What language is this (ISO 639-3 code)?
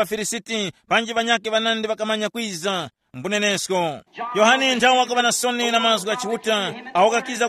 tum